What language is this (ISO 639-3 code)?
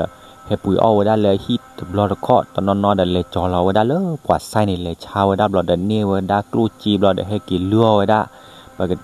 ksw